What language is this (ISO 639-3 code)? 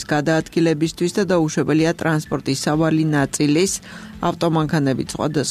kat